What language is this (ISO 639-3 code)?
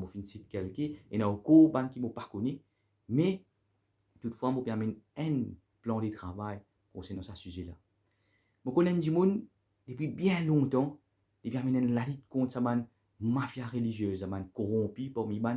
mfe